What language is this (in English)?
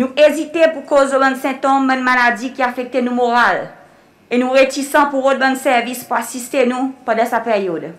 Seselwa Creole French